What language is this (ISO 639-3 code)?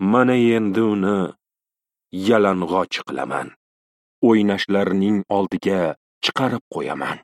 uzb